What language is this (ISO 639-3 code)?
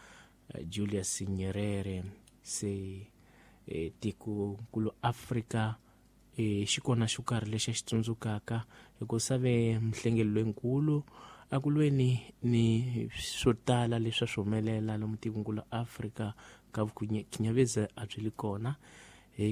tso